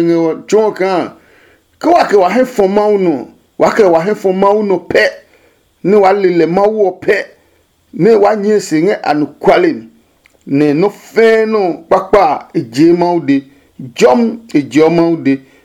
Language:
Adangme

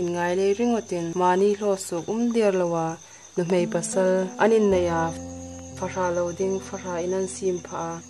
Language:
Hmar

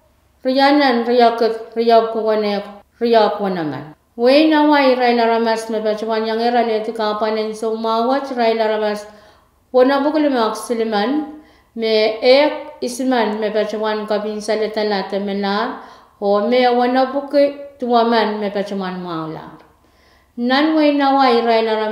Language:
Pohnpeian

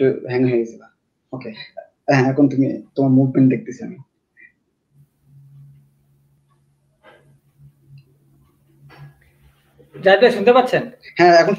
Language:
Bangla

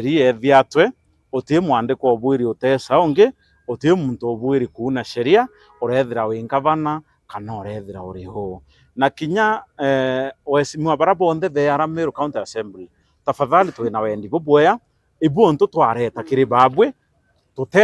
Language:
Meru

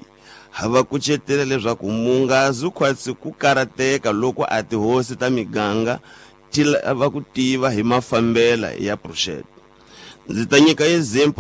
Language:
Tsonga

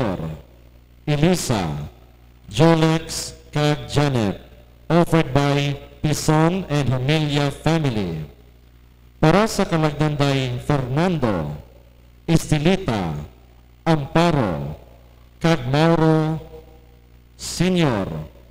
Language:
Hiligaynon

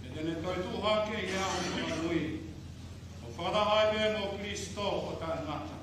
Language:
Tongan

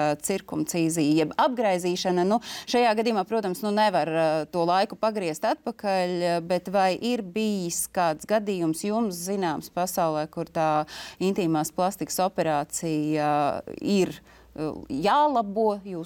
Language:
Latvian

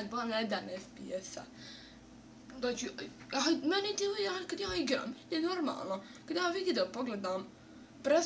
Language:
Bosnian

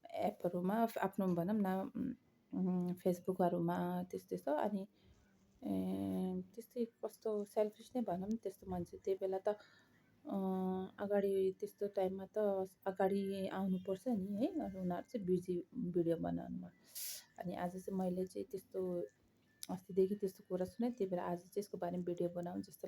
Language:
Nepali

